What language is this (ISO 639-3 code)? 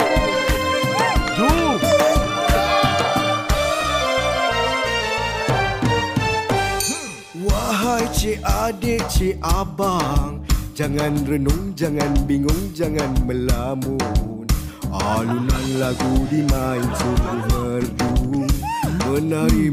msa